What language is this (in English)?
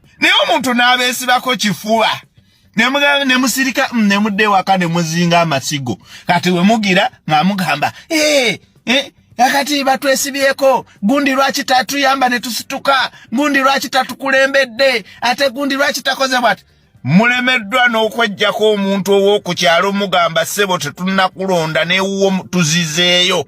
Ganda